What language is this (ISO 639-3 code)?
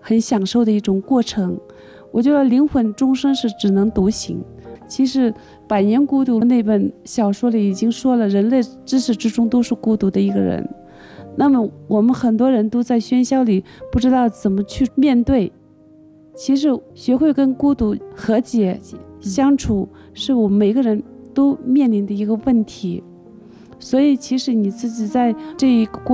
zho